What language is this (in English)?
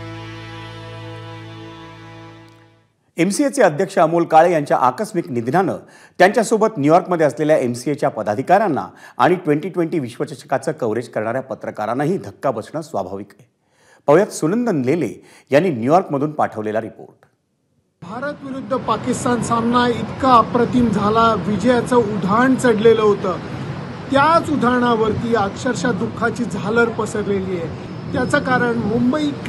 Marathi